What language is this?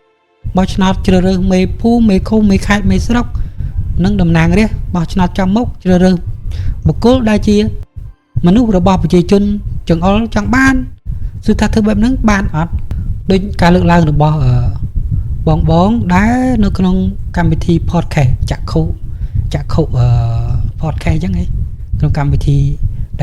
Khmer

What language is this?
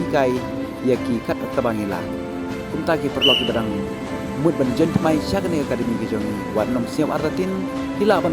Khasi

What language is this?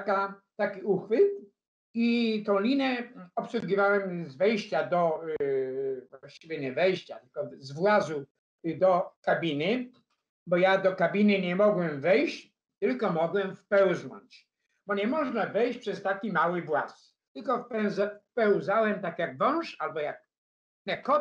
Polish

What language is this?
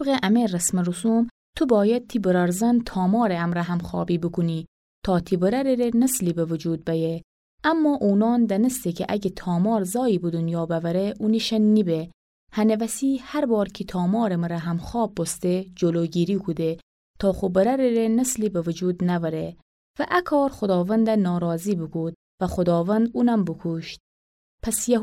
Gilaki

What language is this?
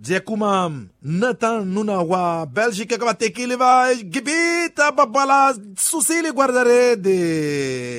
Tsonga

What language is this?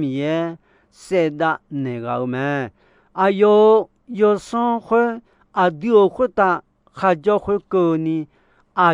Akha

